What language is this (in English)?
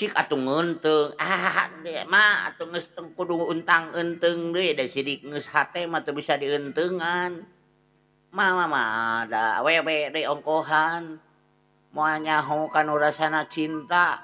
Sundanese